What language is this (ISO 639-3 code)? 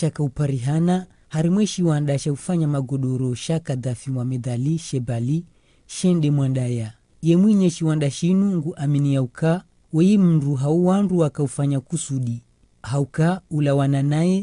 zdj